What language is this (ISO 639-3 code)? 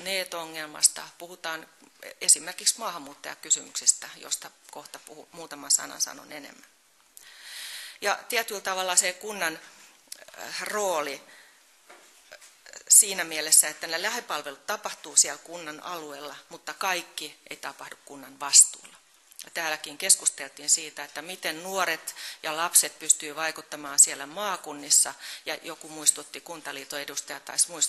fin